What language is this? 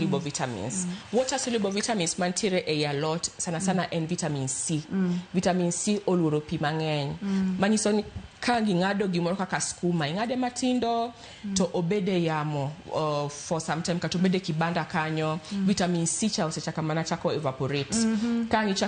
Luo (Kenya and Tanzania)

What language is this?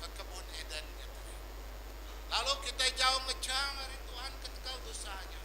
Iban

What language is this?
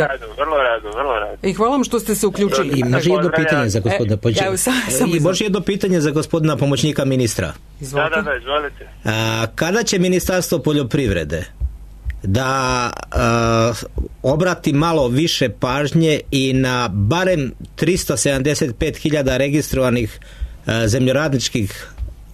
Serbian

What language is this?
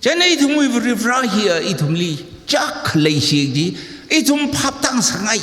Tangkhul Naga (India)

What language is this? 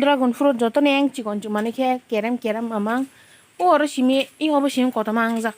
Kok Borok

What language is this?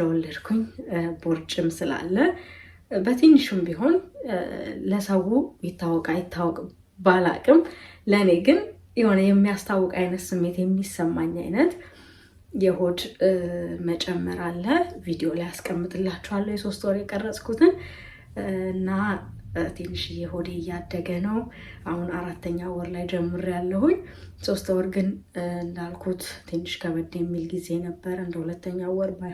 Amharic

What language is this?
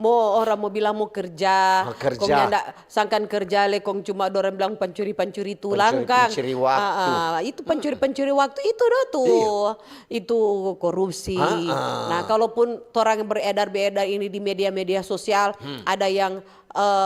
Manado Malay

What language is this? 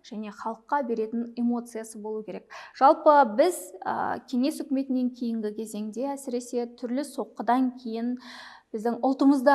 Kazakh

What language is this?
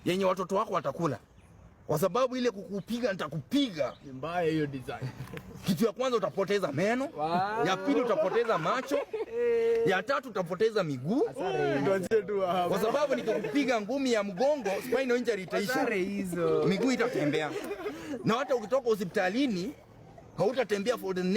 Swahili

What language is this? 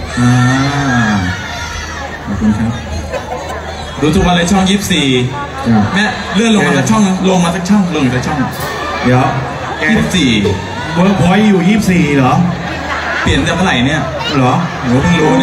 Thai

